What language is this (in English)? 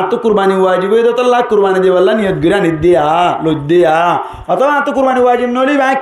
Rohingya